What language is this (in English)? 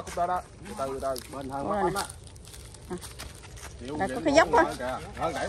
Vietnamese